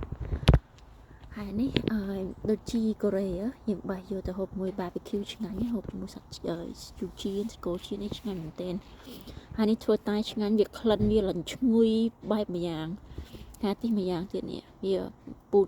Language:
Khmer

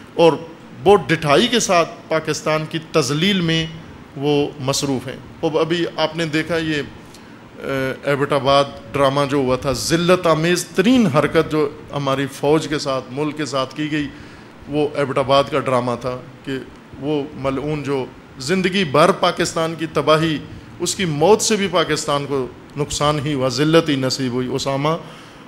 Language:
Urdu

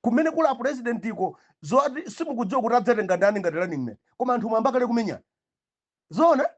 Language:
Nyanja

